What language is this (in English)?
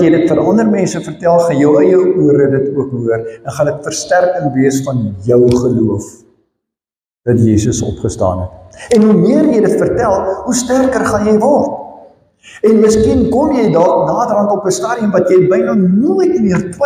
Afrikaans